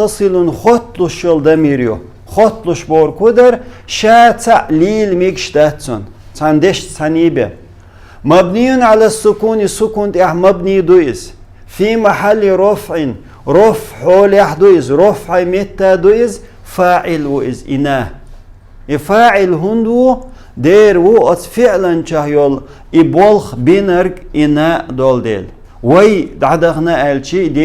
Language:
Chechen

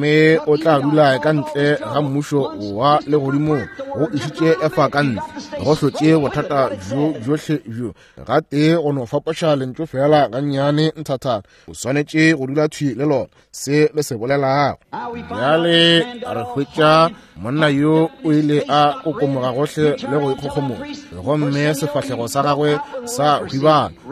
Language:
Northern Sotho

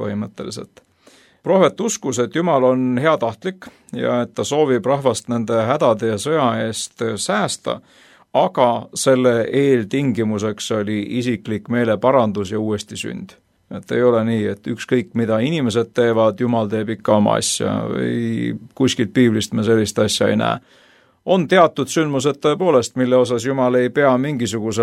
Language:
Estonian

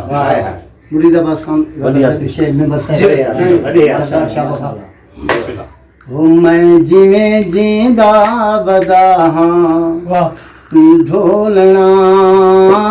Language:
Saraiki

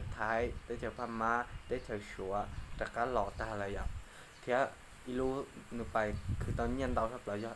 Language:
Hmong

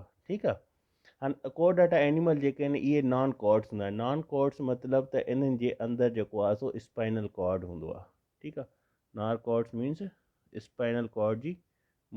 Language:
Sindhi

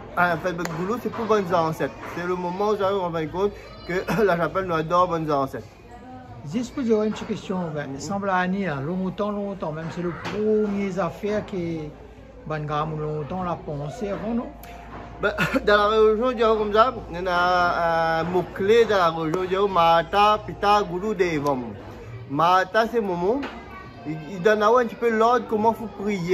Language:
Réunion Creole French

